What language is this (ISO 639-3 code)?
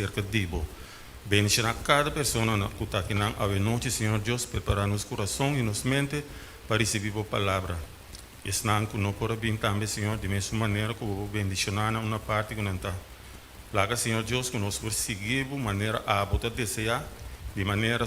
pap